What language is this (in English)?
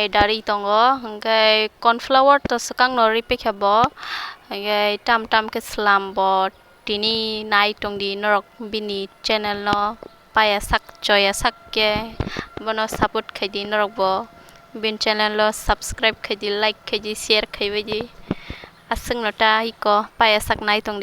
Kok Borok